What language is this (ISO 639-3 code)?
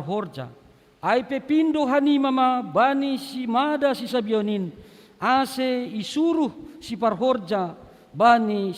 bts